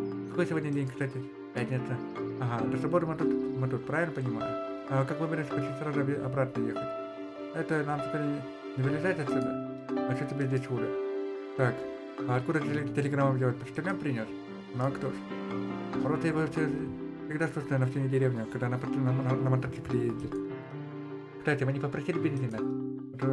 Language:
Russian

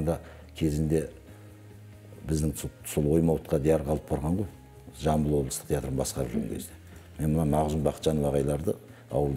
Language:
Kazakh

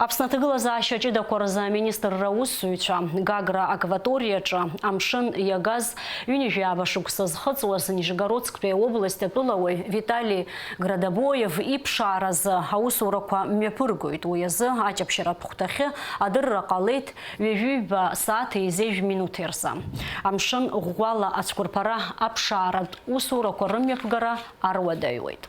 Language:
Abkhazian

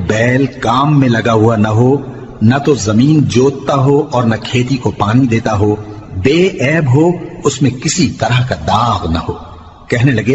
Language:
Urdu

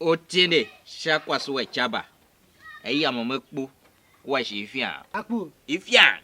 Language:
Tiv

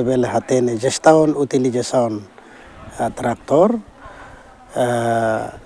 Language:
Tetum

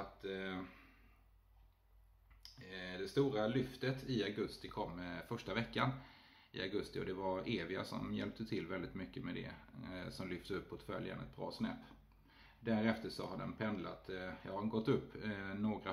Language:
Swedish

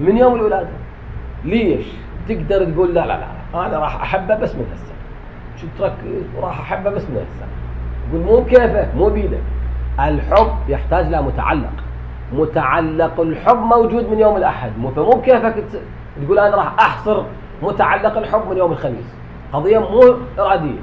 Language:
Mesopotamian Arabic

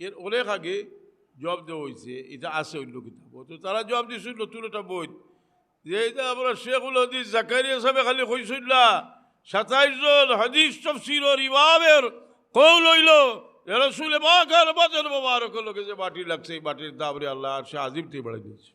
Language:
Sylheti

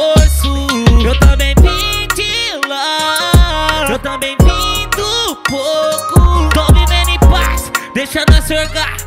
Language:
Portuguese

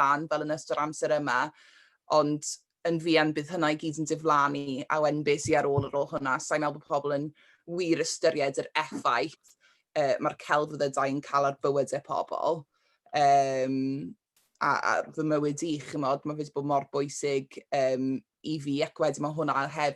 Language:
Welsh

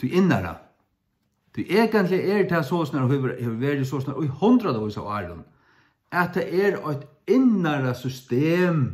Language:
Faroese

